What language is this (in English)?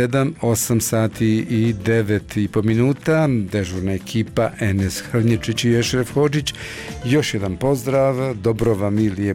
Bosnian